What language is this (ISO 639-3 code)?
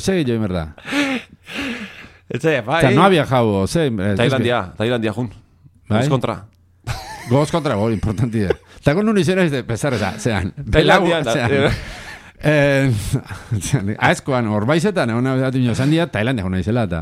eus